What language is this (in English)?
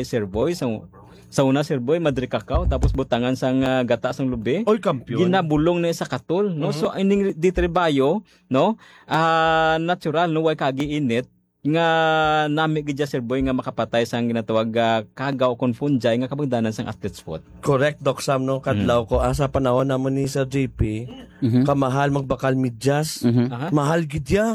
Hiligaynon